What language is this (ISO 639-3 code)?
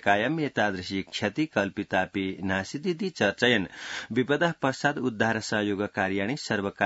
san